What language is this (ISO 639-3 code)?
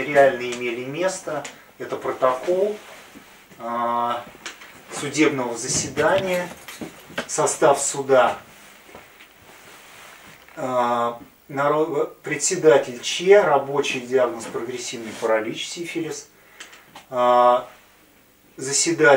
rus